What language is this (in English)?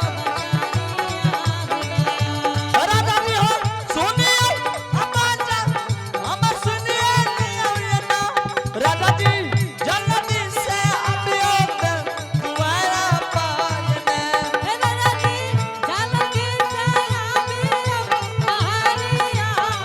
Angika